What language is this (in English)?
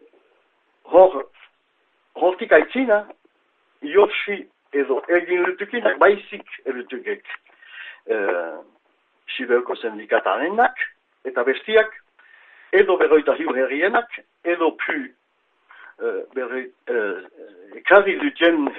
Basque